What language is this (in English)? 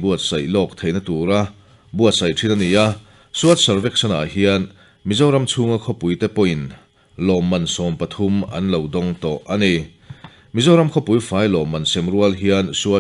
Mizo